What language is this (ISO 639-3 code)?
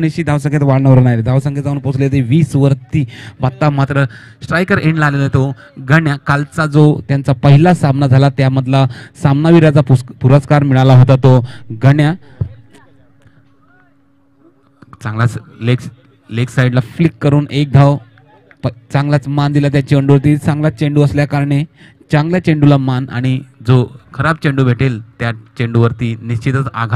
mar